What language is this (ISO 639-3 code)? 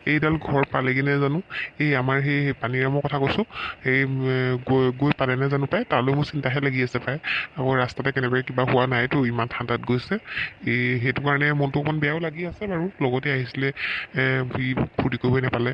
asm